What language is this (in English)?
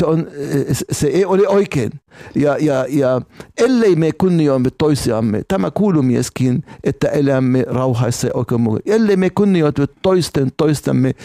Finnish